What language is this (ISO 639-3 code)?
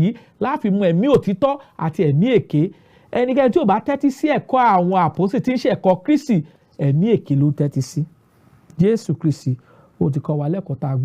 yor